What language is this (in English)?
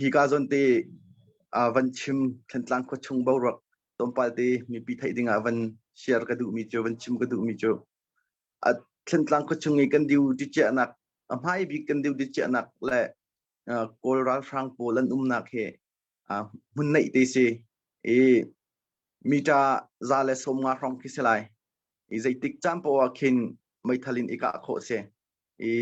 Hakha Chin